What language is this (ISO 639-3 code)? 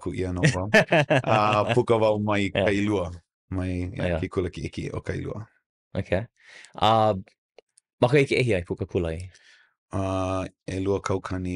haw